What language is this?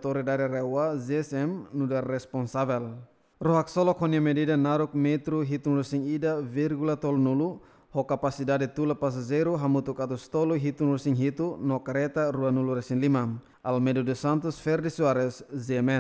Tetum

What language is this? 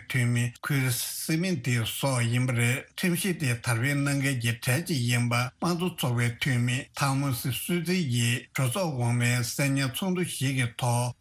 Tibetan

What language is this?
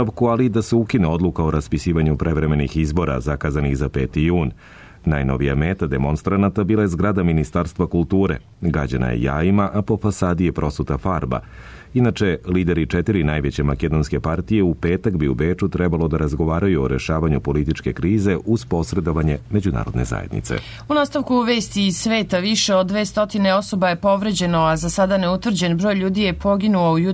Serbian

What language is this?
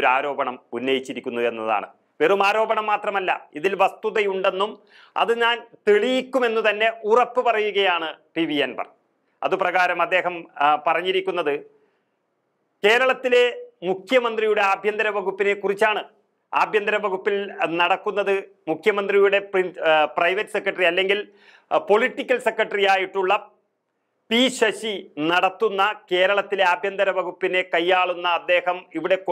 Malayalam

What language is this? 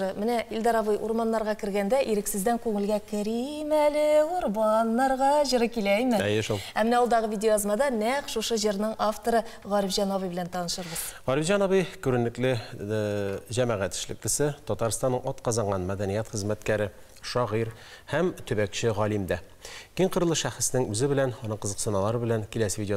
Tatar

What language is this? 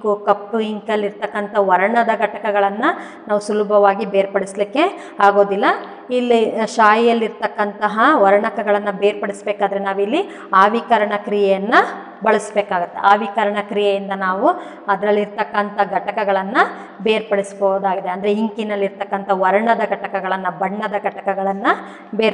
Kannada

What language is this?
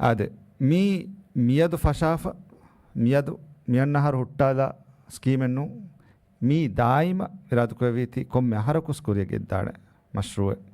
Divehi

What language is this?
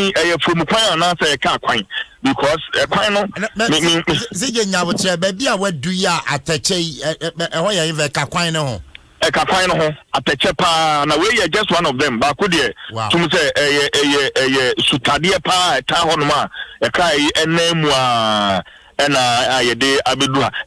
Akan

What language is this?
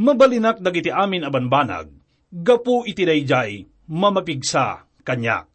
Iloko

